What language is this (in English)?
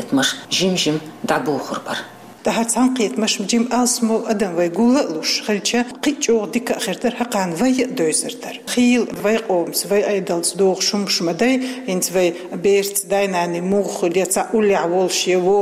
Chechen